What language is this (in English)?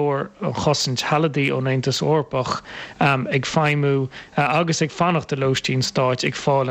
Irish